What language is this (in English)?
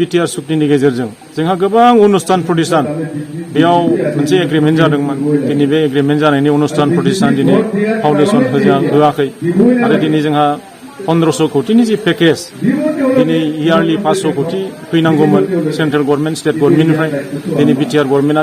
Bodo